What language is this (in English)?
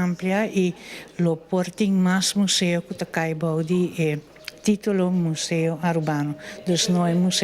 Papiamento